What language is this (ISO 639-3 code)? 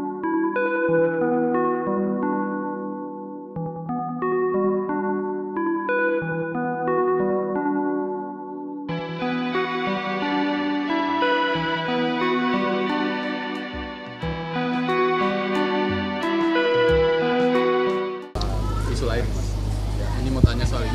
ind